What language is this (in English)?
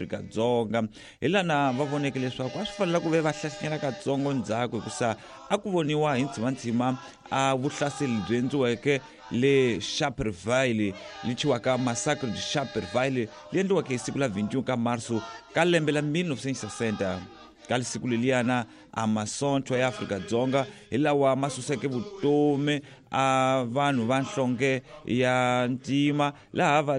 Tsonga